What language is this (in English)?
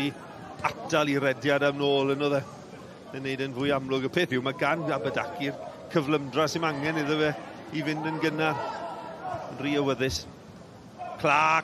Welsh